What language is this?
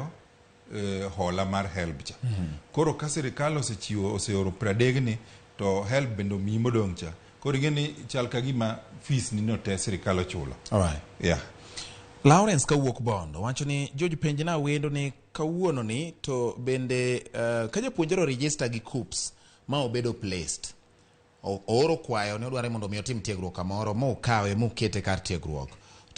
Luo (Kenya and Tanzania)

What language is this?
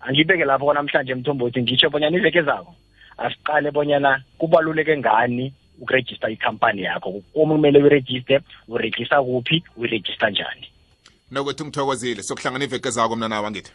South Ndebele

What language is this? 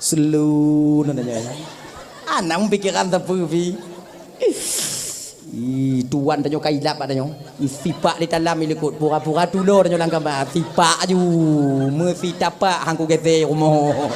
Achinese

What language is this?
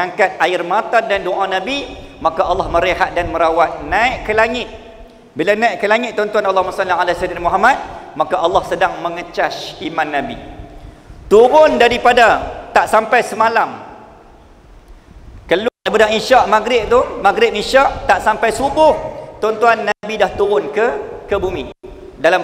Malay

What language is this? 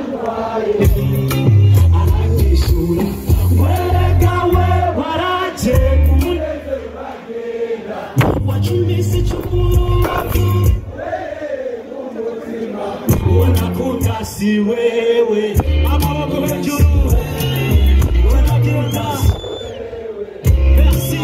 Kinyarwanda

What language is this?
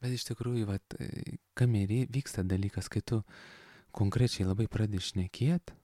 Lithuanian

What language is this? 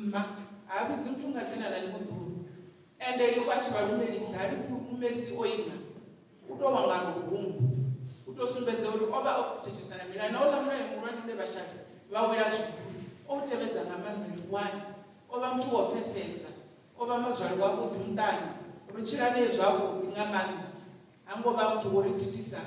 Venda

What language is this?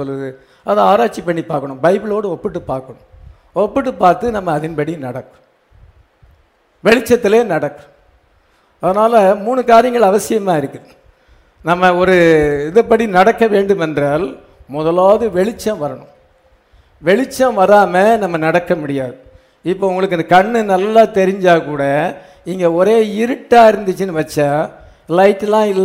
Tamil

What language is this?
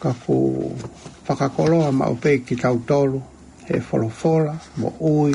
Tongan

